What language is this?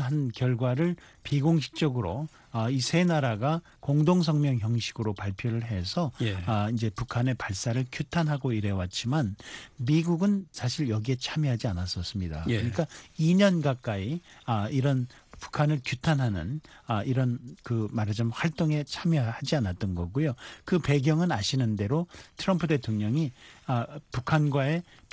Korean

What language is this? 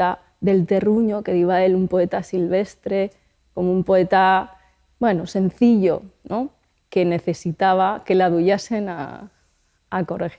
Aragonese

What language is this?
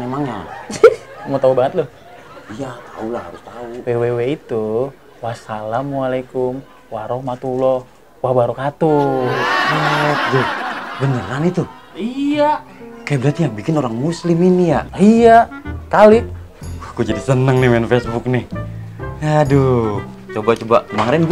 Betawi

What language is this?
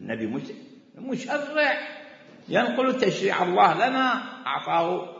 Mesopotamian Arabic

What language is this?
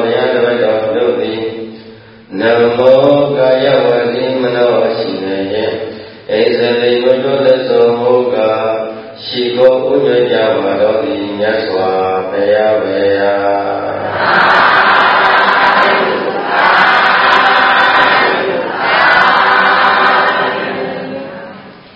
Burmese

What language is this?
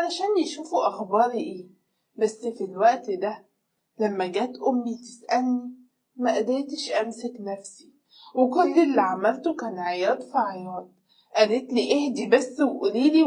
Egyptian Arabic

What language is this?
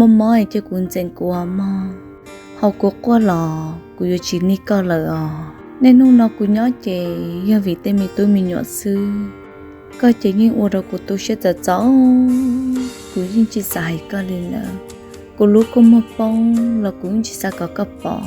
Hmong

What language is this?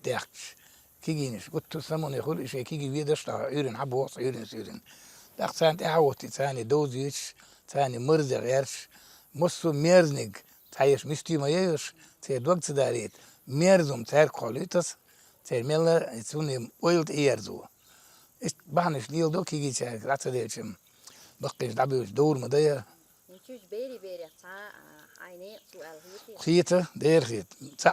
Chechen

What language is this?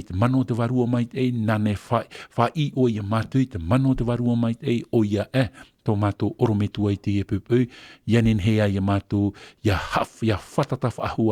Tahitian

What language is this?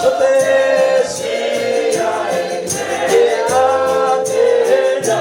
Venda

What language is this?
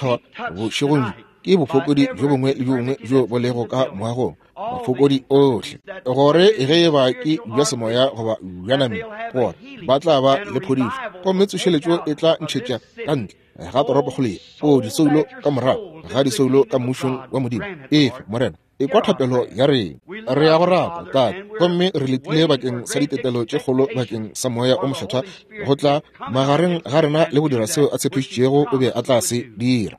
Northern Sotho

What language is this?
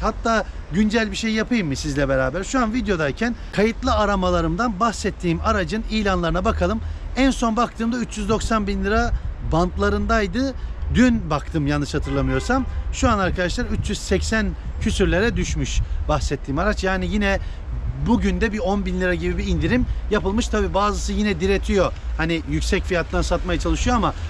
Turkish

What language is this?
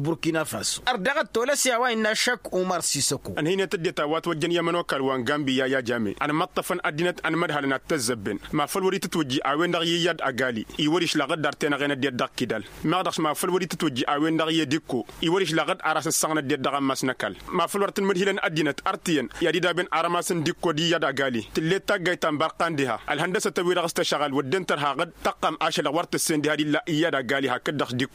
Tamasheq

